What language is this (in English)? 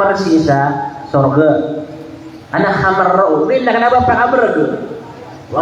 Maranao